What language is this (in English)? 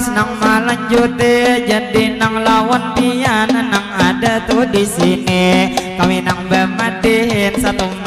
Banjar